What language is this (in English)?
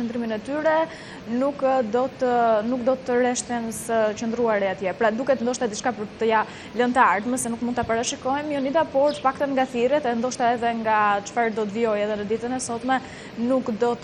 Albanian